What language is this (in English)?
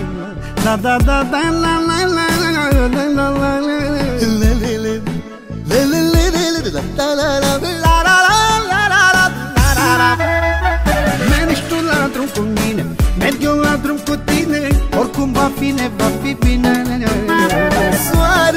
Romanian